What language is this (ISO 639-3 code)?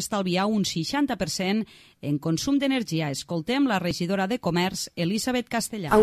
cat